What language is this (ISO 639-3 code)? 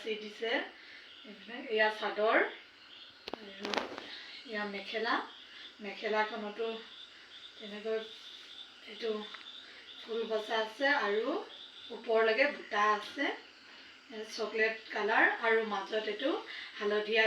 asm